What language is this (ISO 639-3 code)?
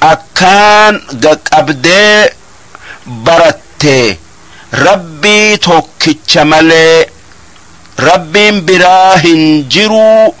orm